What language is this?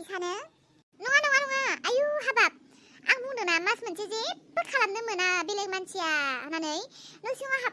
Bodo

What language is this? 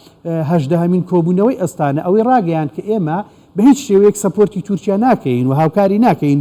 Central Kurdish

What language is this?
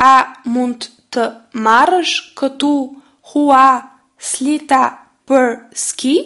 Albanian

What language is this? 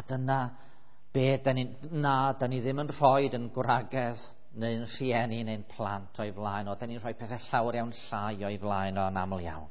Welsh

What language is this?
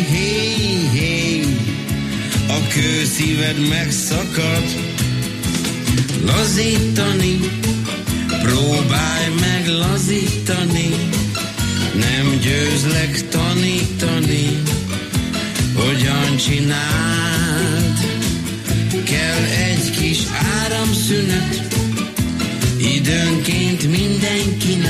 Hungarian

